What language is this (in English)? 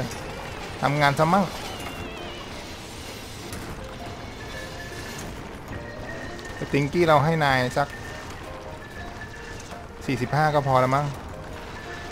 Thai